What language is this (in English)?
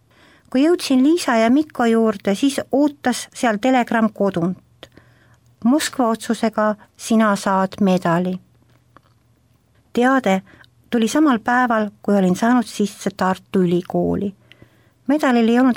Estonian